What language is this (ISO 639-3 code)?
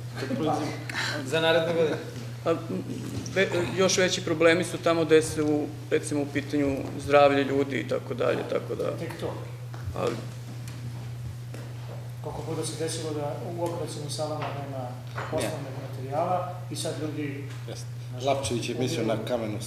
srp